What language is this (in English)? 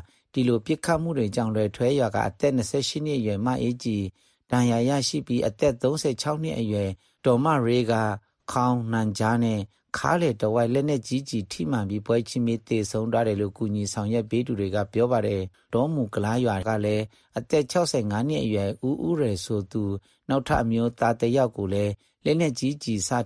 Burmese